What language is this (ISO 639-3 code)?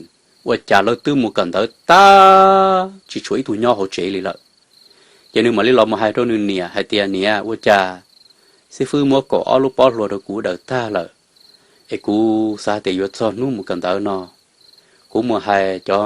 hmn